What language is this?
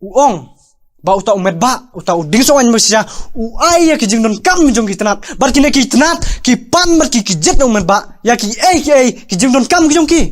Khasi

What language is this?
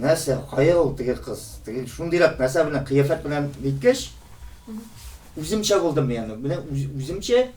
Tatar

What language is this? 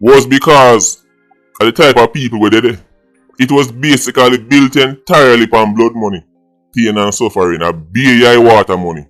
Jamaican Creole English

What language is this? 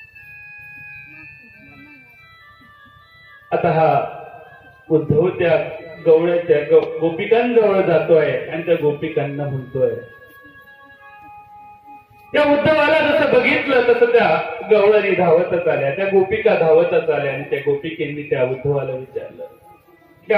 Marathi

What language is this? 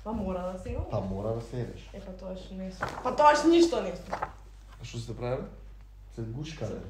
Macedonian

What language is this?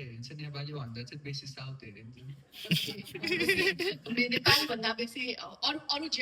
Nepali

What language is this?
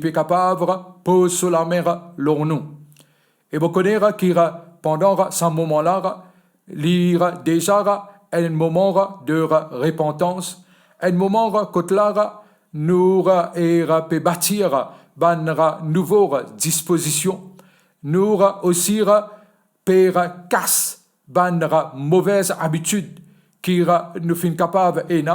Morisyen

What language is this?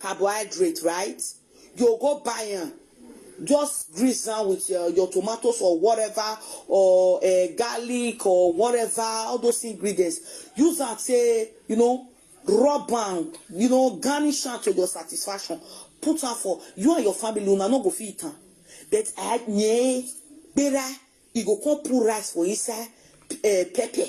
Nigerian Pidgin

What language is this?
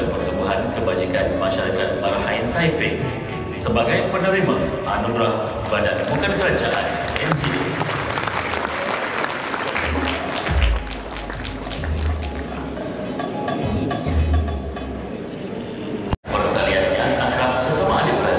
Malay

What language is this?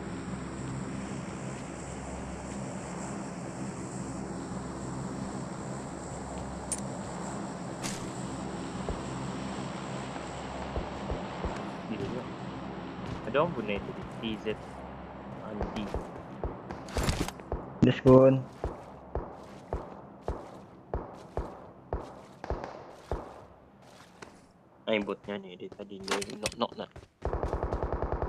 Malay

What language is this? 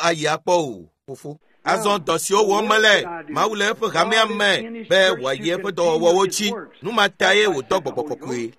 Ewe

